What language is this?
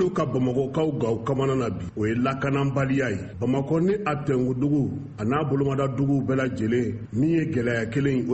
Bambara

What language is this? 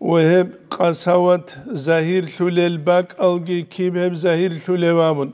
Avaric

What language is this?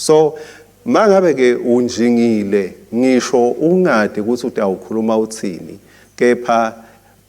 Swati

